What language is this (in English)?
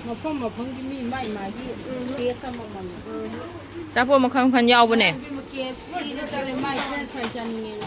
Manipuri